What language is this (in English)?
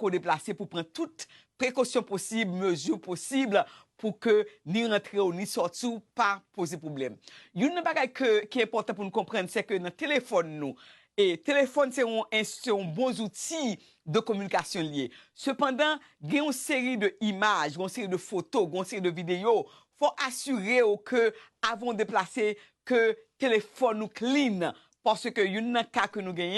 Haitian Creole